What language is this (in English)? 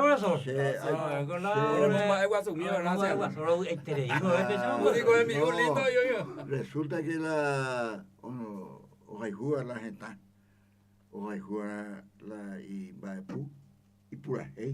Guarani